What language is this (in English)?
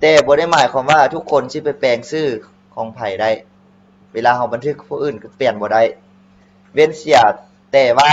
Lao